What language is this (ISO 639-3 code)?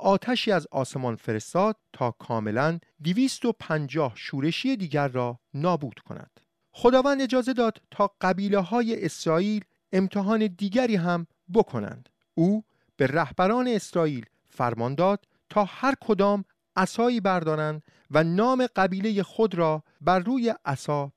fas